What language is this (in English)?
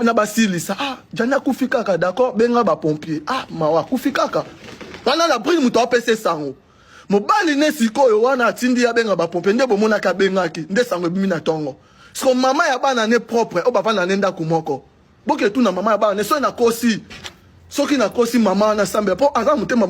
Lingala